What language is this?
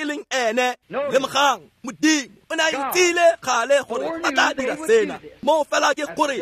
Tswana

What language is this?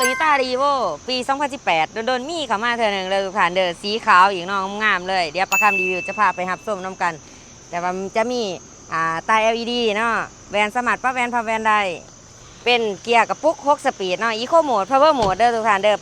Lao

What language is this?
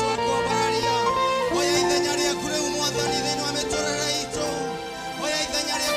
Kikuyu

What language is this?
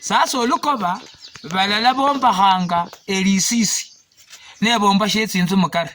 Luyia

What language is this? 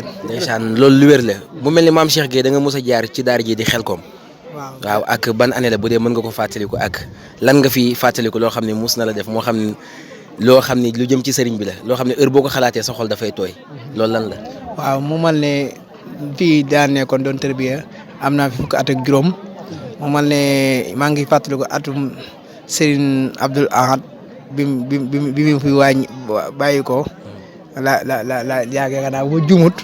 Wolof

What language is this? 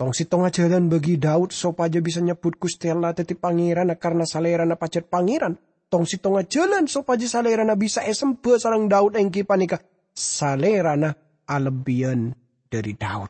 Madurese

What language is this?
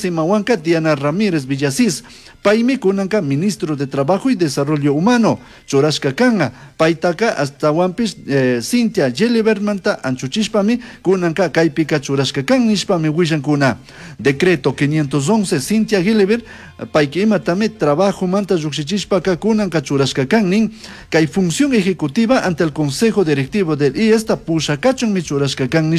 Chimborazo Highland Quichua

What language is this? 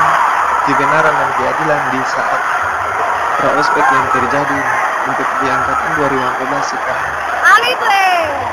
Indonesian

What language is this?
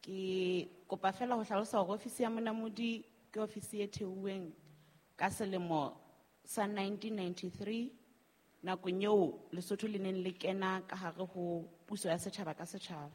Southern Sotho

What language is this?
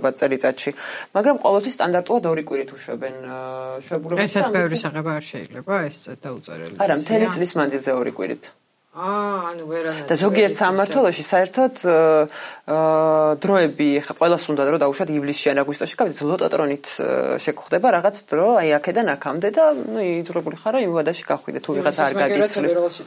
Georgian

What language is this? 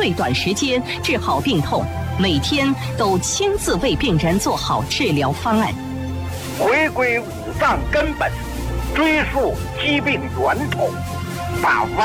Chinese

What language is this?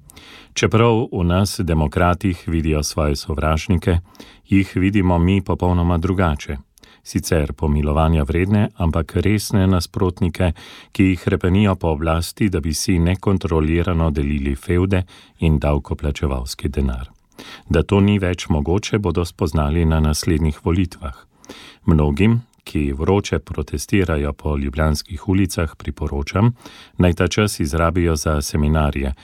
Slovenian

